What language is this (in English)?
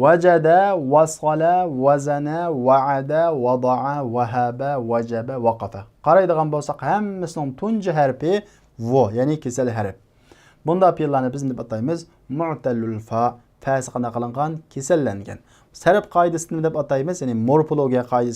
Uyghur